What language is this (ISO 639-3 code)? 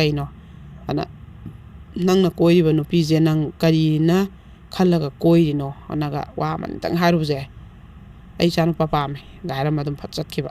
mni